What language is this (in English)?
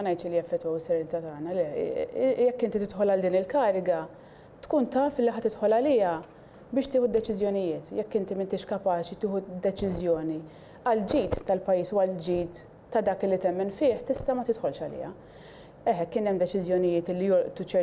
Maltese